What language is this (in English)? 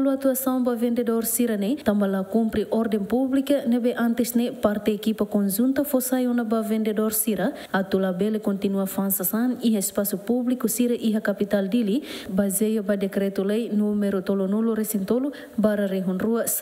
Tetum